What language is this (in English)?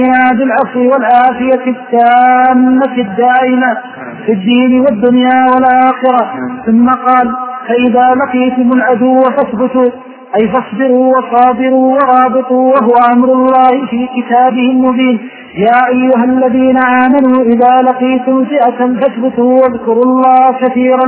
Arabic